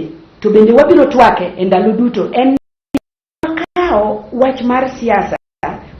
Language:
Luo (Kenya and Tanzania)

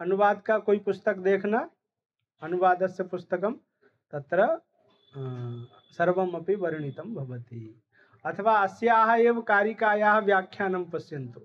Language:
Sanskrit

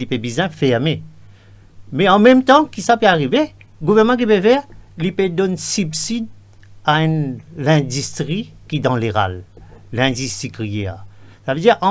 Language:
Morisyen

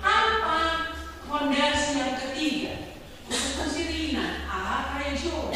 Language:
Batak Toba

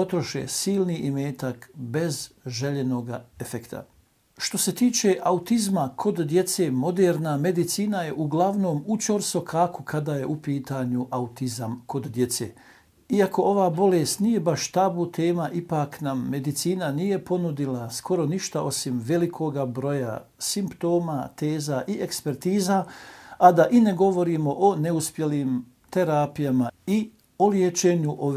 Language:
Bosnian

